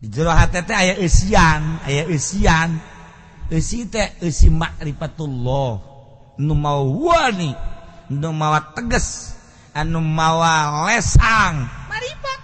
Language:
Sundanese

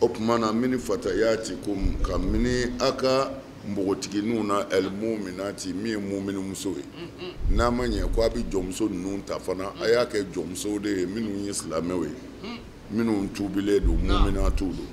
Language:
Bambara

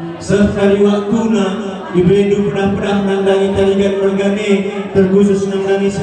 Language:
Batak Karo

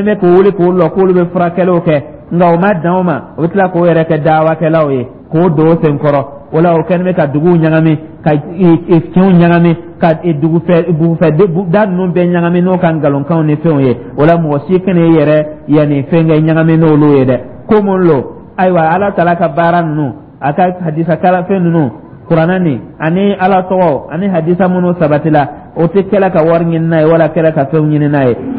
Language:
Dyula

